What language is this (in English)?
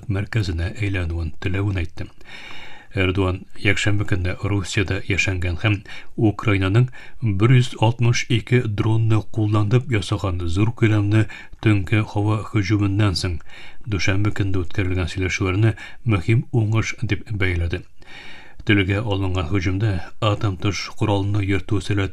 Tatar